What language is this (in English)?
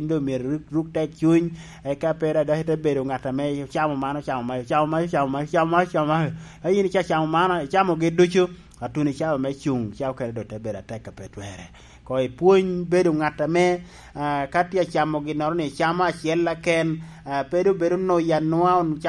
Lango (Uganda)